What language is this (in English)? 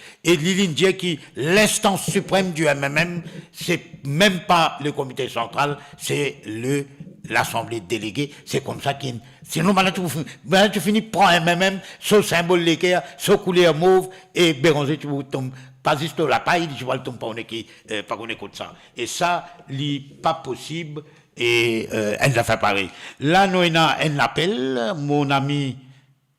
Morisyen